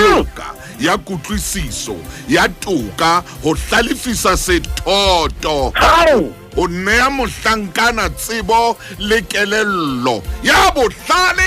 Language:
Southern Sotho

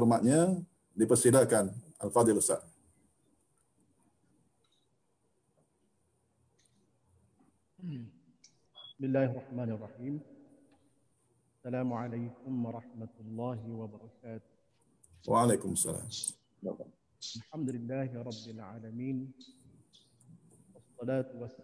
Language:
Malay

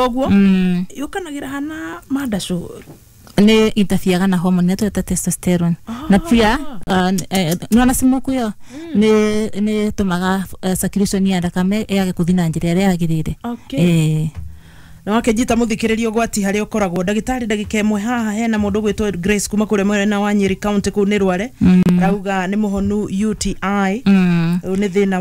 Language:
Kikuyu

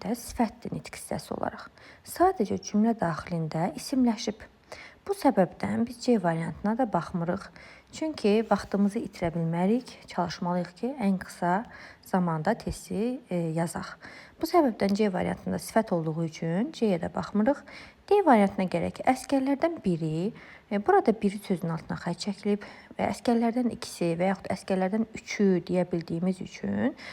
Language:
Azerbaijani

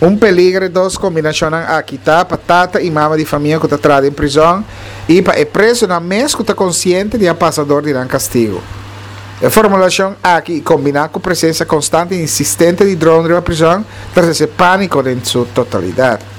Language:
Papiamento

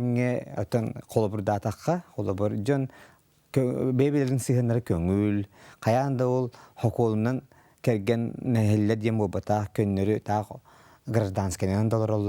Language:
Yakut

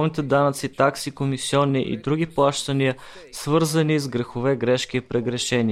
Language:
Bulgarian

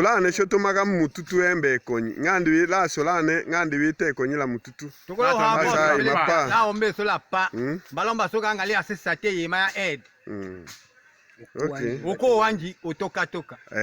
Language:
Tetela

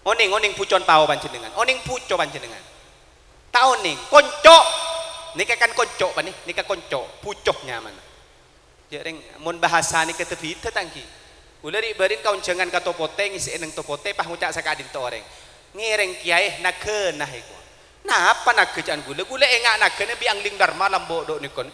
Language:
Madurese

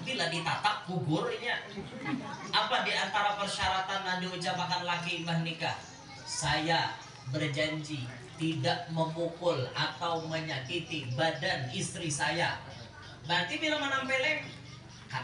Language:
Banjar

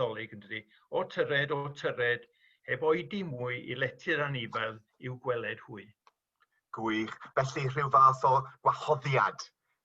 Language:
Welsh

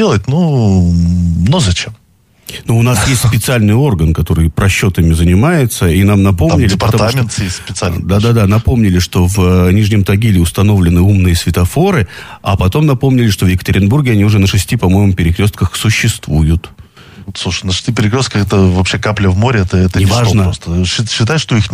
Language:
Russian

